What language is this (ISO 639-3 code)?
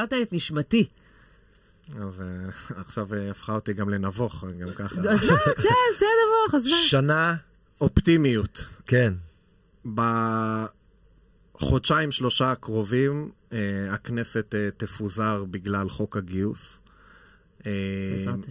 heb